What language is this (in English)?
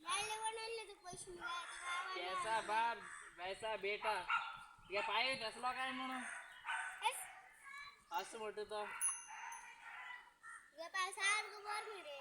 Konkani